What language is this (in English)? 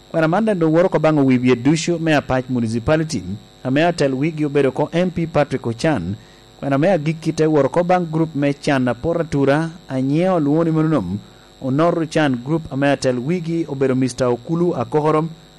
Lango (Uganda)